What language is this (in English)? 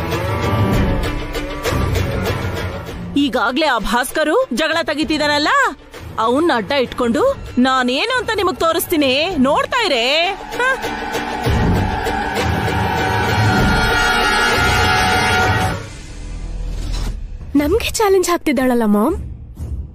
Kannada